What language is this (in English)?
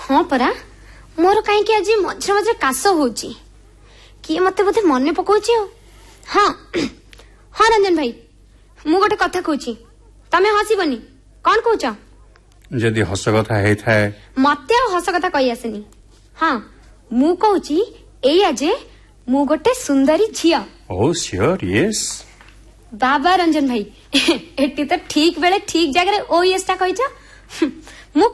Odia